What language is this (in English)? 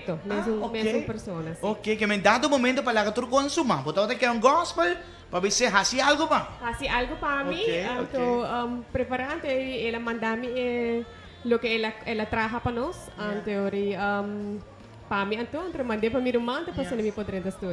Papiamento